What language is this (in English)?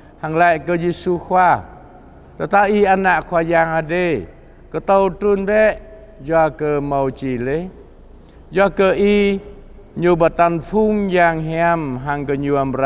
Jarai